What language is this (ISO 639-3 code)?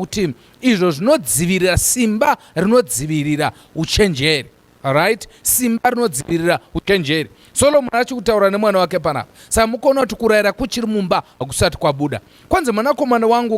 sna